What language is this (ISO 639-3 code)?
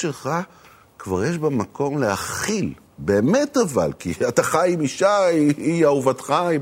heb